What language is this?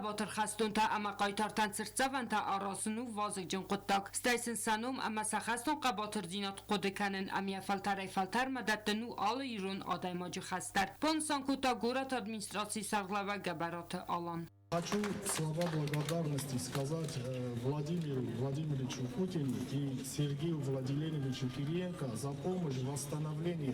Ossetic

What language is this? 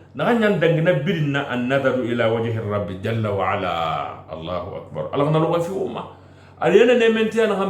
Susu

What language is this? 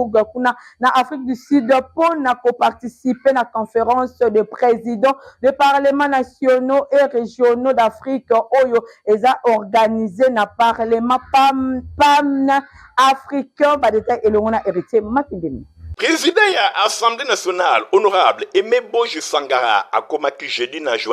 Lingala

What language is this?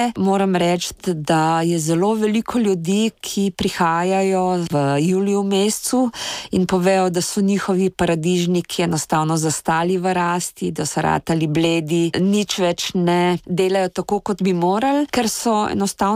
Slovenian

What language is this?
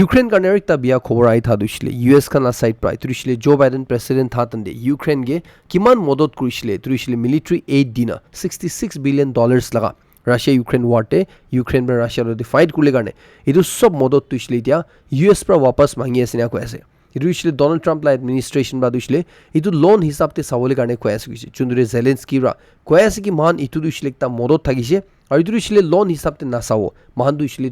Naga Pidgin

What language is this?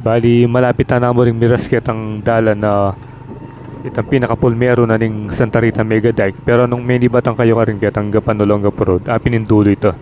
Pampanga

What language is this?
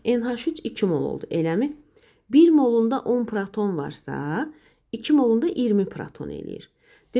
Azerbaijani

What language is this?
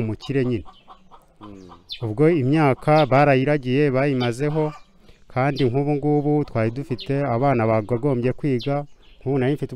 Kinyarwanda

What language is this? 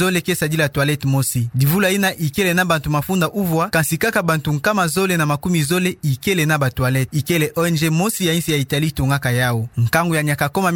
Kituba (Democratic Republic of Congo)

